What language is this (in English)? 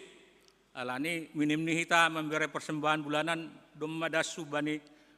Batak Simalungun